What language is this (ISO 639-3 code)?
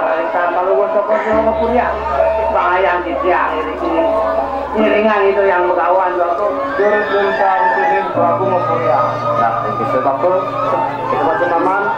ban